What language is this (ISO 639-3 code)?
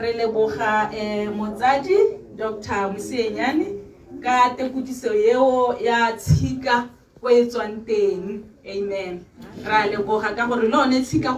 tsn